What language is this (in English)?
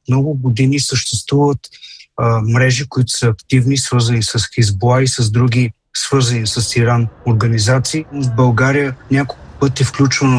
Bulgarian